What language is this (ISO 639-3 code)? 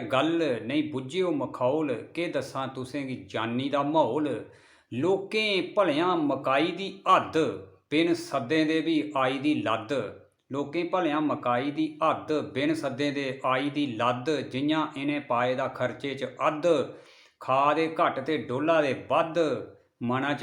doi